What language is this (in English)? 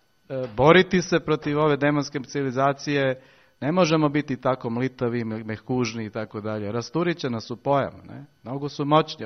Serbian